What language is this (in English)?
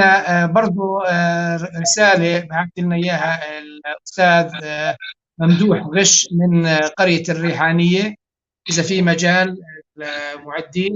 North Levantine Arabic